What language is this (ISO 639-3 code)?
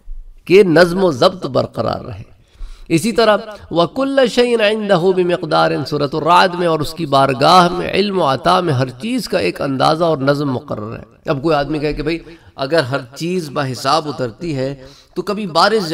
urd